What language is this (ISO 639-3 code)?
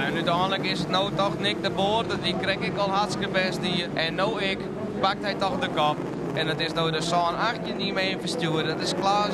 fry